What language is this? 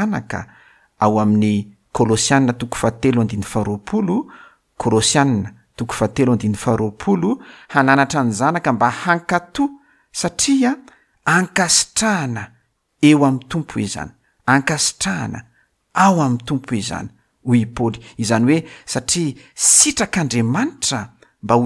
Malagasy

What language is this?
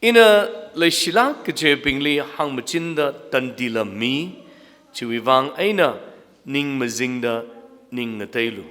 Tangkhul Naga (India)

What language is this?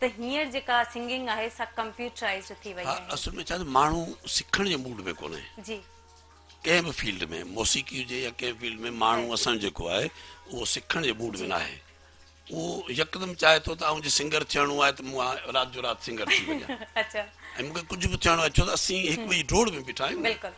Sindhi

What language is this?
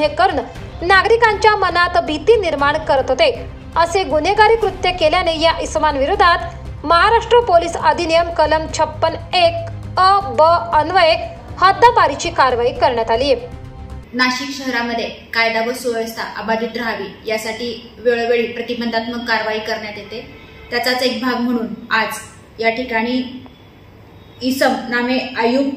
Marathi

